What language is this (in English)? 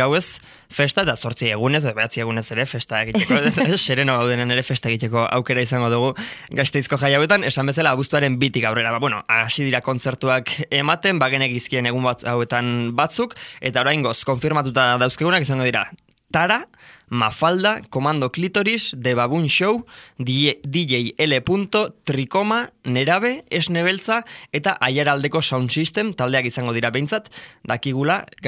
Basque